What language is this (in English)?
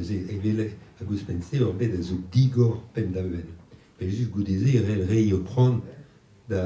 Breton